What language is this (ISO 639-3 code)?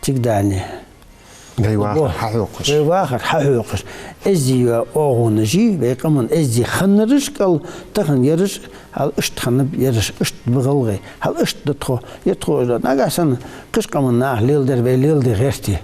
inh